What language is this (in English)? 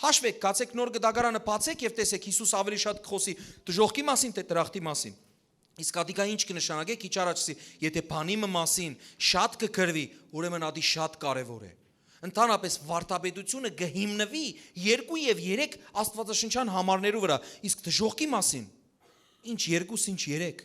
Western Armenian